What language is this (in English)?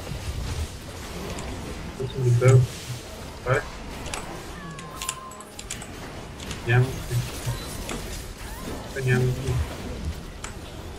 Bulgarian